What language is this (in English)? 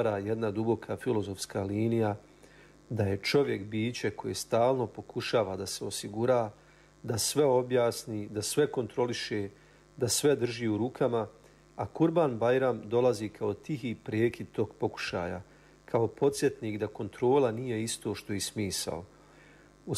Bosnian